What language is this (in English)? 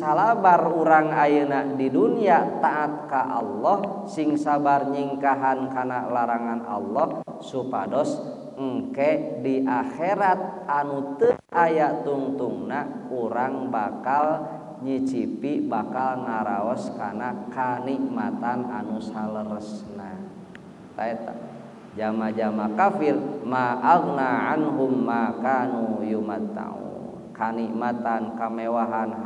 Sundanese